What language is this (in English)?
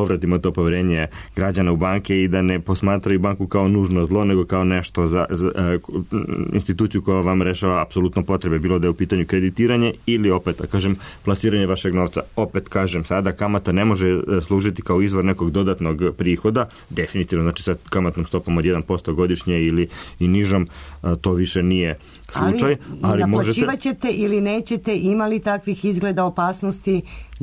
Serbian